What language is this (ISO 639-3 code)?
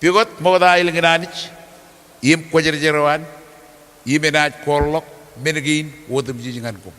mah